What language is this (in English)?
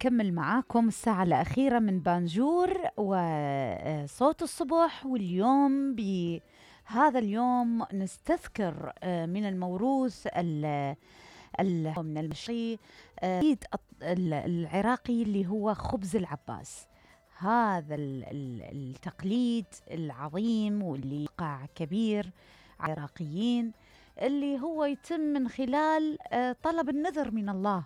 Mesopotamian Arabic